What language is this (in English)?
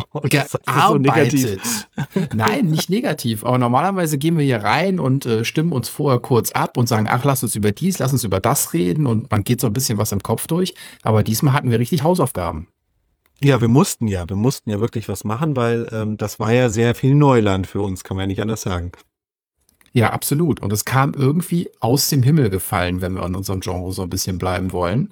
German